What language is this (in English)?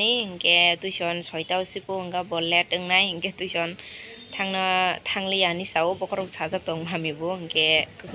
Kok Borok